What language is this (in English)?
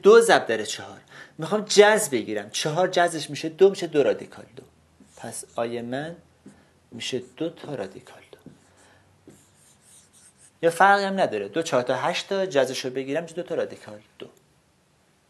Persian